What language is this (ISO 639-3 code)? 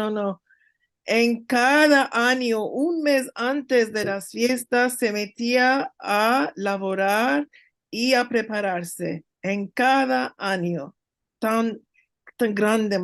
lad